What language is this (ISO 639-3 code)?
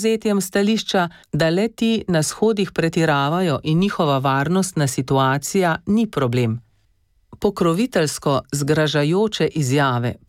slv